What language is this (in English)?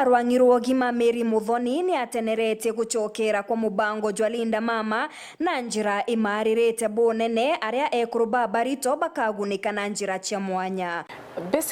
Meru